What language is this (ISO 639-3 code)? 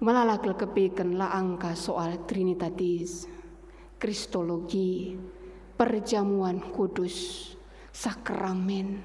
btx